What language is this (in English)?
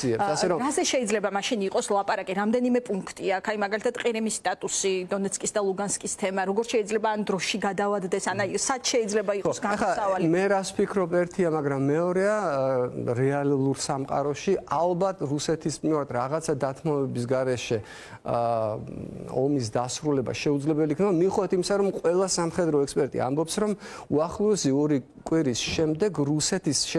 Georgian